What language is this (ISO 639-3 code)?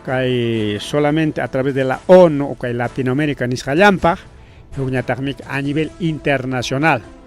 quy